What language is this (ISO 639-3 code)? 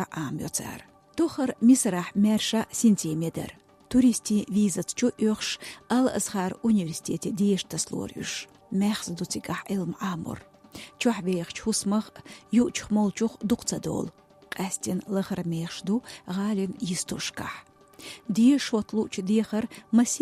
che